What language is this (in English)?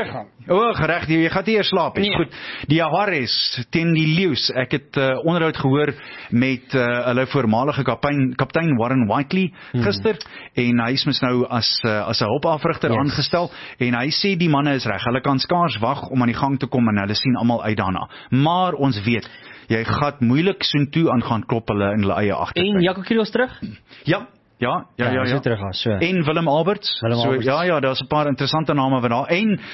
Afrikaans